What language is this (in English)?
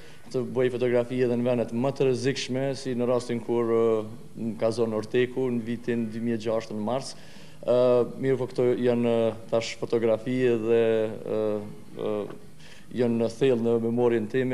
Albanian